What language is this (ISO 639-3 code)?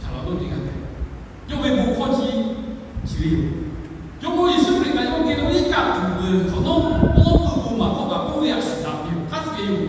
lhu